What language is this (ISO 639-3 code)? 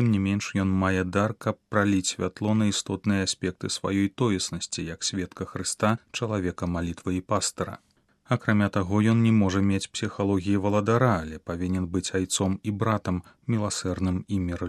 bel